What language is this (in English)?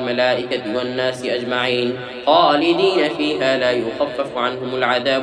Arabic